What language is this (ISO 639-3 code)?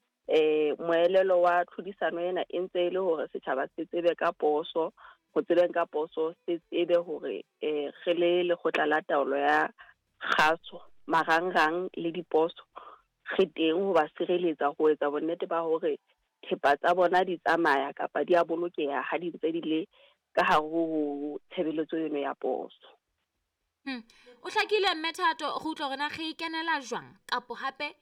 sot